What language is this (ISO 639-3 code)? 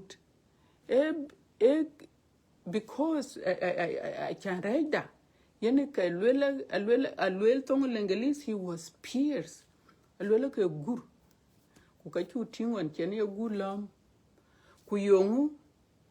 din